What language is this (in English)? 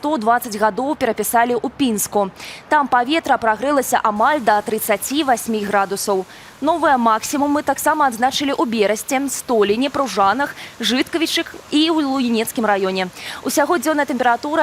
Belarusian